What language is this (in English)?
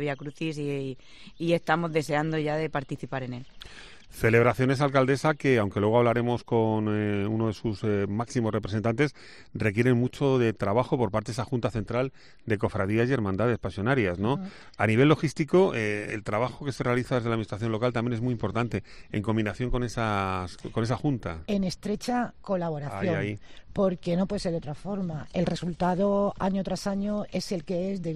Spanish